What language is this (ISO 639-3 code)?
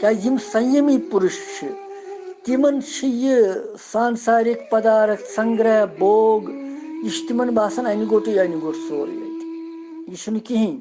kas